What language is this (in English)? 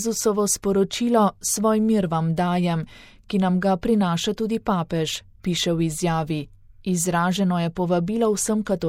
Slovenian